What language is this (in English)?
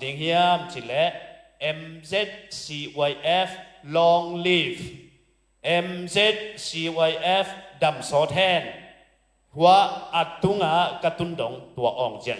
Tedim Chin